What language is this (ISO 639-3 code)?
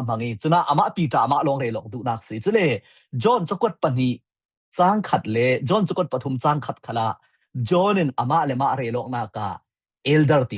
cfm